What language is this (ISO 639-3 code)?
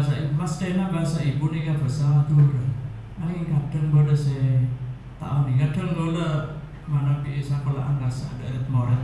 mad